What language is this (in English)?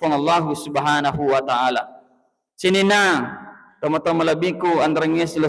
Buginese